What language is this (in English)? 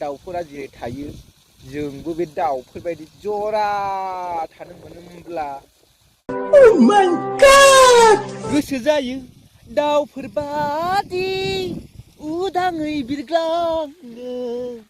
Bodo